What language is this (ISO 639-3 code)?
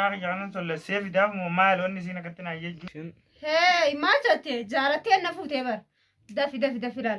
orm